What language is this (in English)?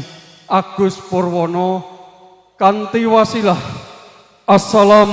Javanese